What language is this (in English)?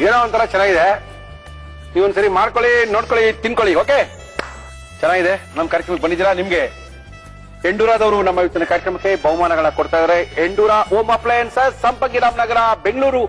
Kannada